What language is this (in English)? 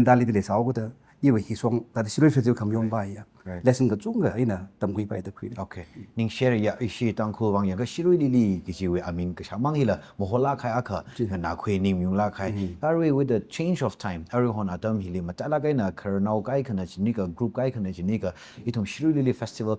Tangkhul Naga (India)